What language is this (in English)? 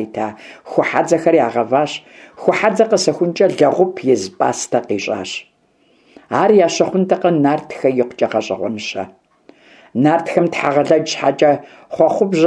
Kabardian